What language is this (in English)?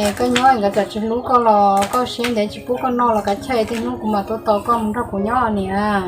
Hmong